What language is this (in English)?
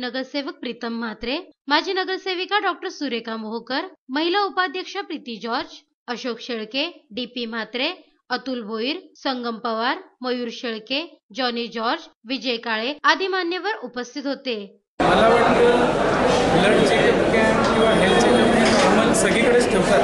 Marathi